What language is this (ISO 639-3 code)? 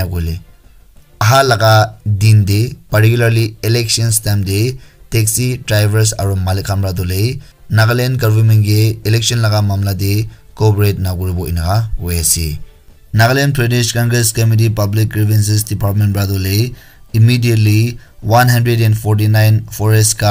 nag